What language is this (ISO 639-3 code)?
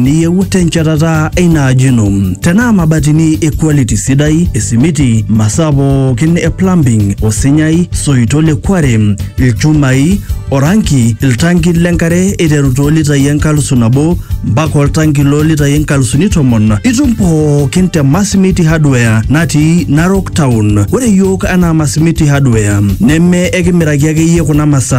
mas